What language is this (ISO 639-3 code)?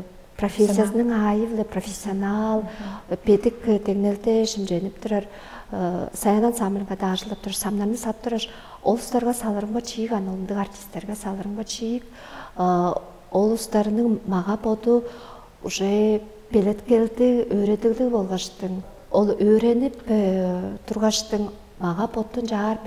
tyv